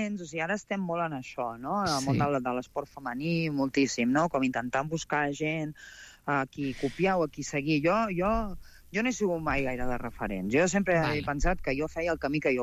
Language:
Catalan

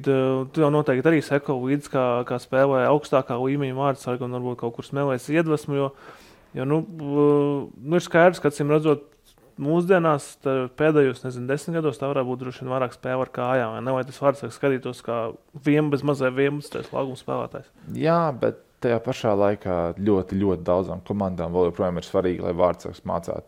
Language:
Latvian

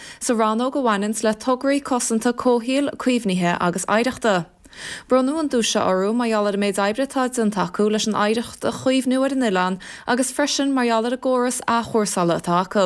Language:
Irish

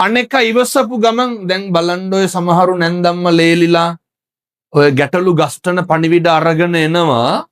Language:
Sinhala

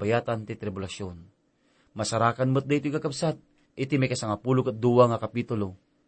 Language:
Iloko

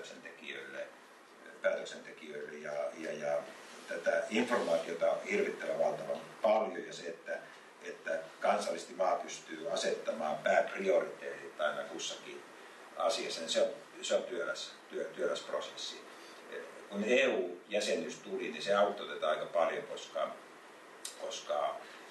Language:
Finnish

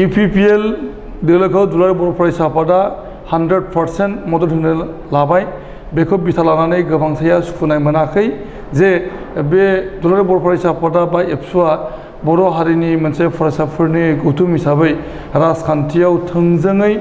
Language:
Bodo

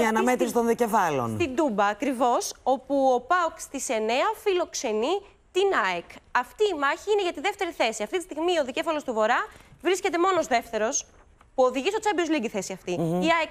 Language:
Greek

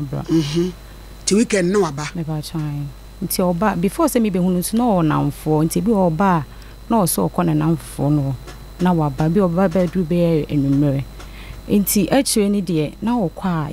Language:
Akan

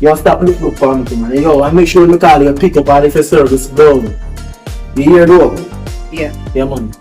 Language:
Jamaican Creole English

